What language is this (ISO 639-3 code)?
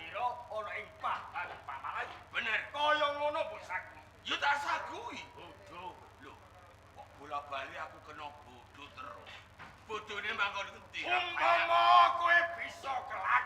jav